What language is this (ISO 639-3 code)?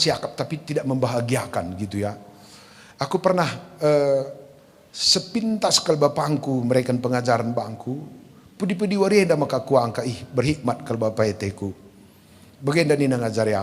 btx